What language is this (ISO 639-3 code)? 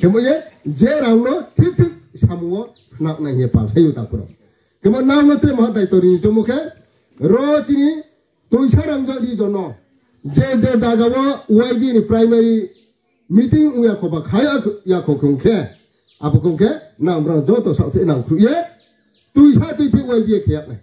ria